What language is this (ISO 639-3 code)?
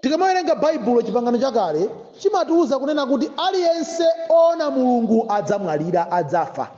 nya